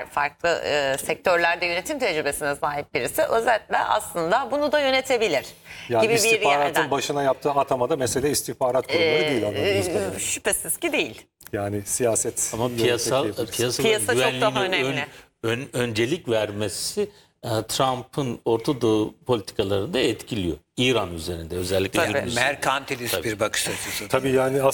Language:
Turkish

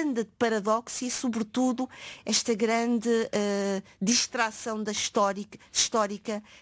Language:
Portuguese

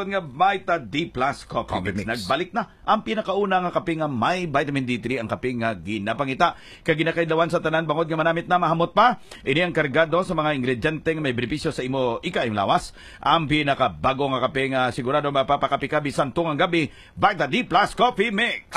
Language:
Hiligaynon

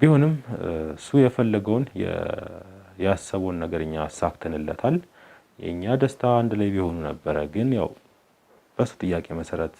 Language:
Amharic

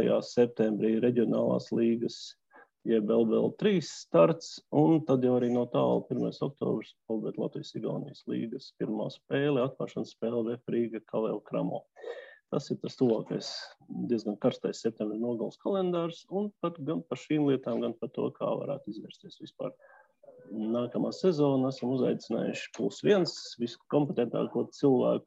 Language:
Latvian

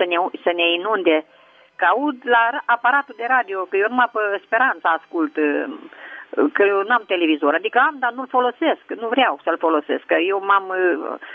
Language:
Romanian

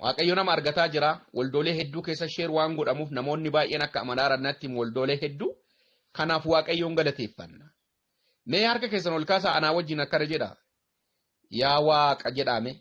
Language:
Oromo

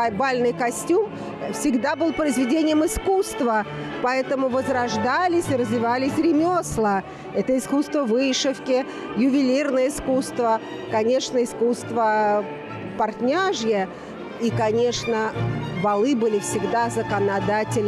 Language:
Russian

